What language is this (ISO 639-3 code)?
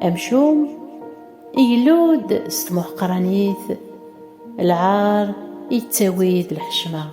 kab